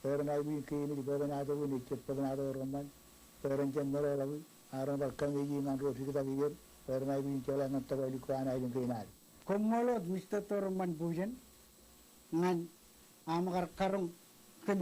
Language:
Marshallese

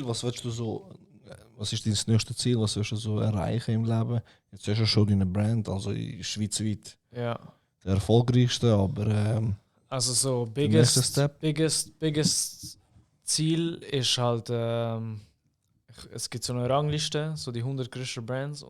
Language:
Swiss German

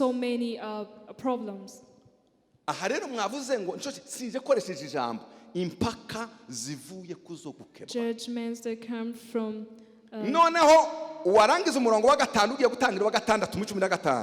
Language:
Kinyarwanda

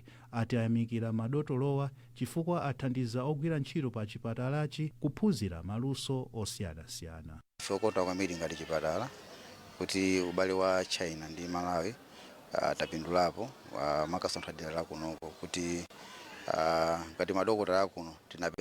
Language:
Nyanja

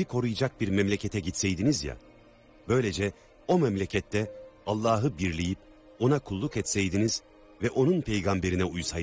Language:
Turkish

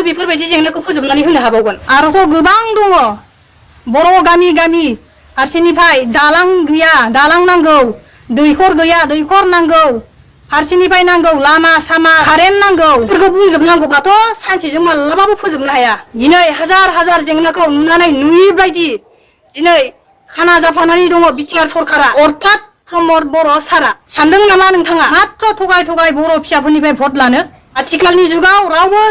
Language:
Bodo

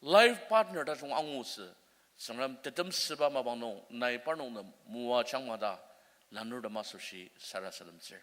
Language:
Ao Naga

